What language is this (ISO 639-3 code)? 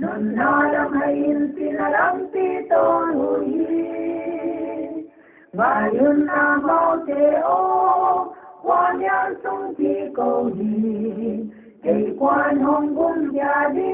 pck